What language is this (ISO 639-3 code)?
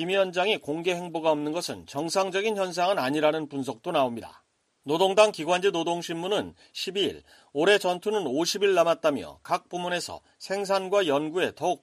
kor